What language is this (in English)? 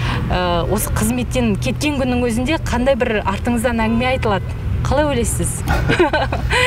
Kazakh